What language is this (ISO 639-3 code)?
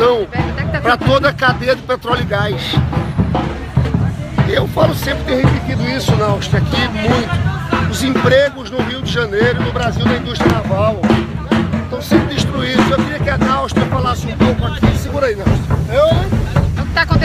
por